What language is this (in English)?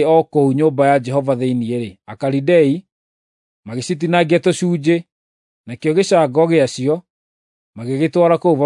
Kikuyu